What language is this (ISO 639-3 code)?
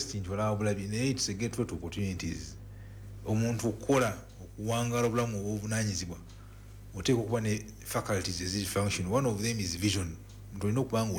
lug